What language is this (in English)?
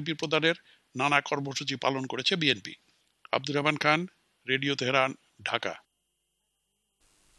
Bangla